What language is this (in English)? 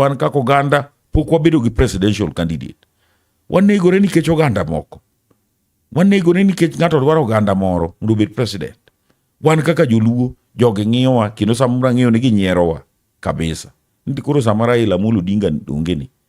Luo (Kenya and Tanzania)